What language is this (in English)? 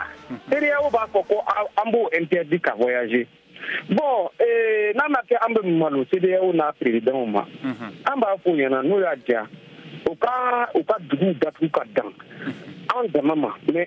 Bambara